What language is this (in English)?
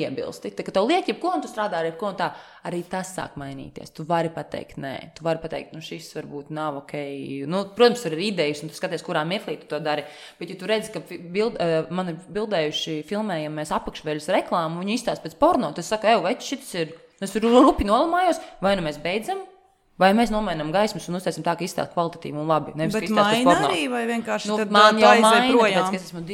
Latvian